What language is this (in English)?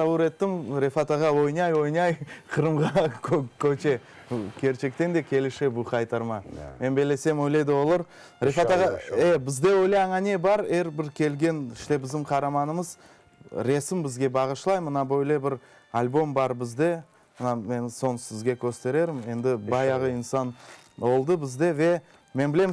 Crimean Tatar